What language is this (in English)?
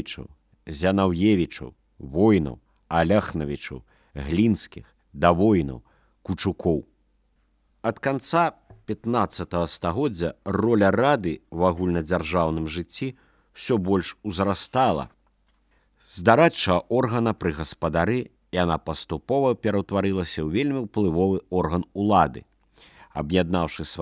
Belarusian